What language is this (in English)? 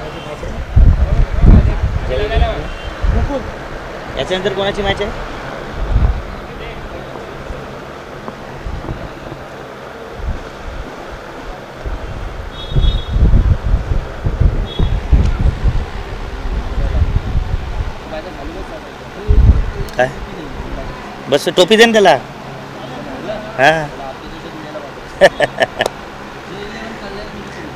Marathi